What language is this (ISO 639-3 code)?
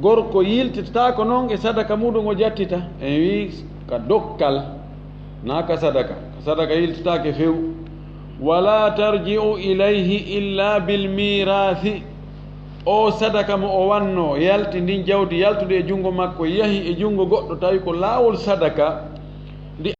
ful